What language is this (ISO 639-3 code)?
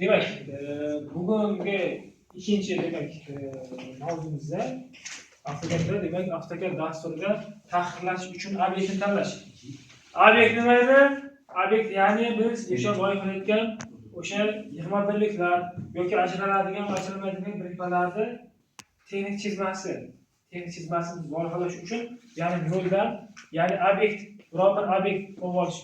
uzb